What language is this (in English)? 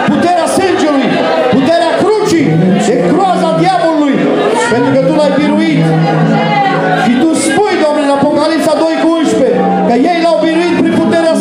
Romanian